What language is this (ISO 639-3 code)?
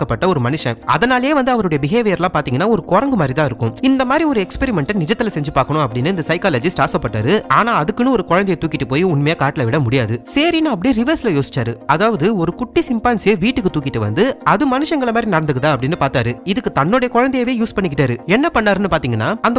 tam